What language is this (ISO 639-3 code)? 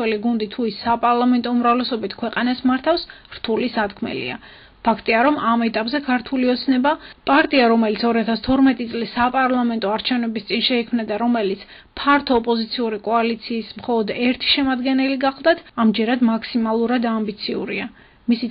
kat